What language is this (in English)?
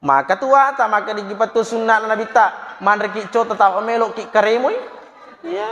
Buginese